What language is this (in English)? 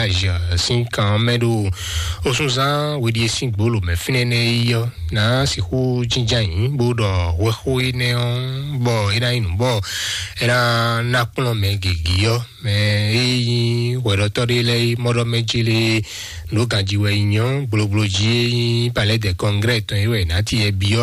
Fon